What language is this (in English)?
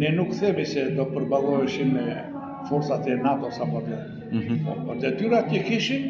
Albanian